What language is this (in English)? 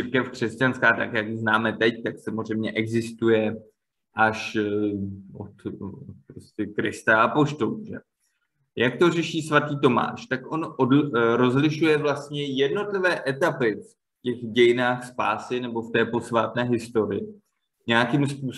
Czech